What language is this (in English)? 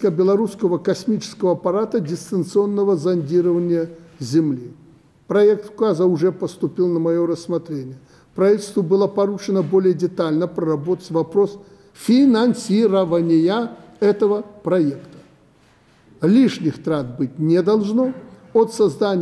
Russian